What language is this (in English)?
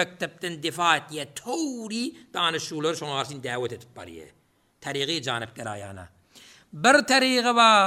Turkmen